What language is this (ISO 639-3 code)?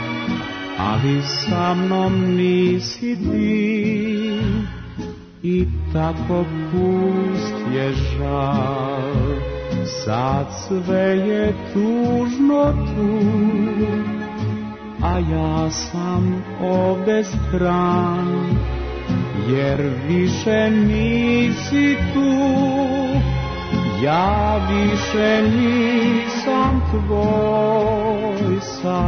srp